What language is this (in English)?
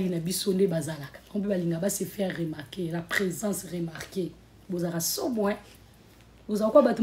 Lingala